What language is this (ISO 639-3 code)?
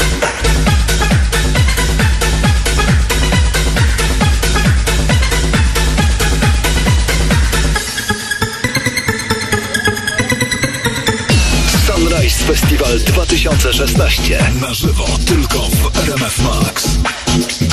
pol